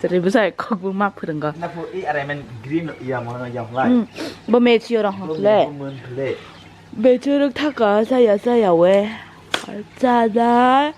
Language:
Kok Borok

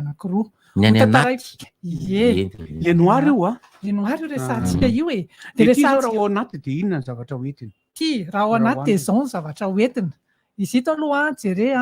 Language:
Malagasy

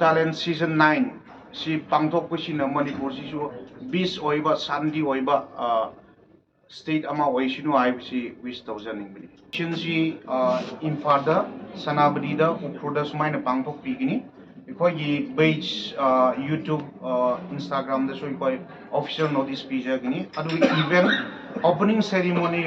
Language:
Manipuri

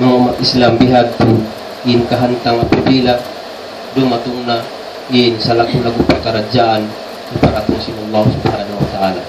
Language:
Tausug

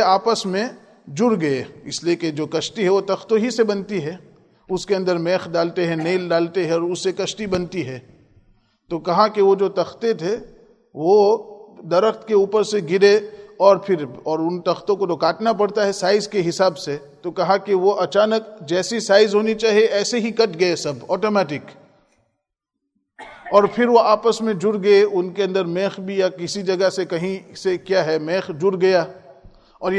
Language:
Urdu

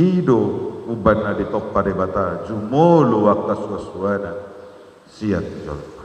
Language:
Batak Toba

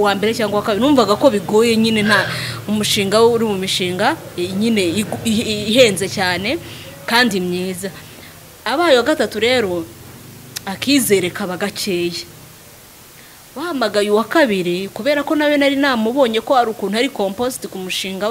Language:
Kinyarwanda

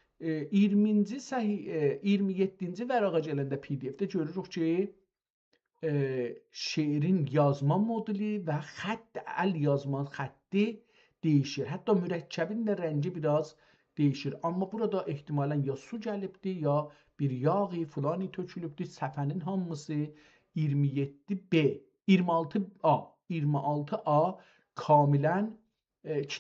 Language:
South Azerbaijani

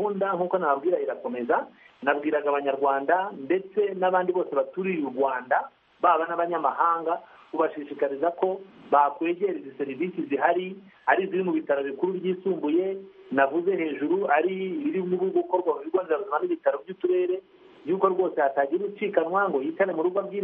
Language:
Kinyarwanda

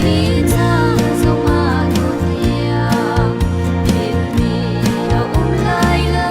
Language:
Hakha Chin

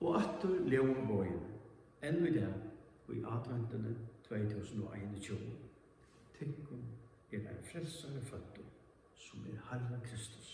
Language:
Faroese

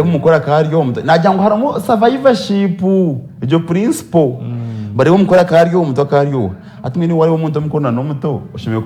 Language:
Nyankole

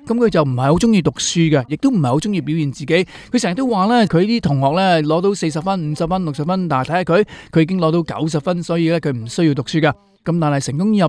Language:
Cantonese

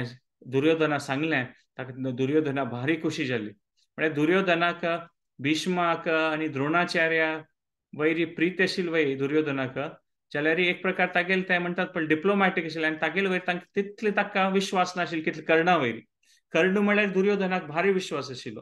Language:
Konkani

